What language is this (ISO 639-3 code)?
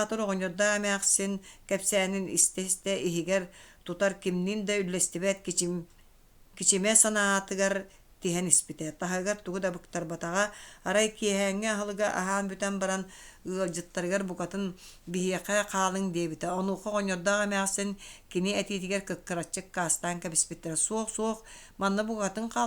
sah